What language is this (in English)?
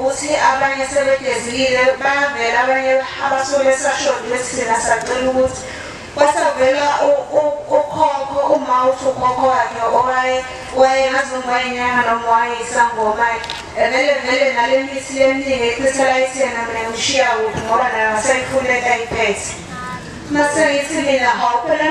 Zulu